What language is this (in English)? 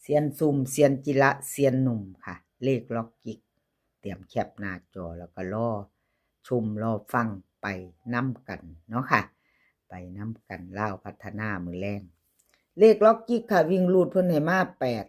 Northeastern Thai